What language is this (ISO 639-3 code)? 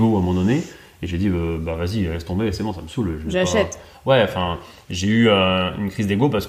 fra